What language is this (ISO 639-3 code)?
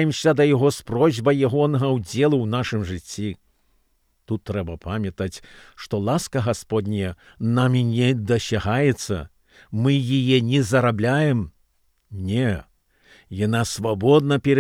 bel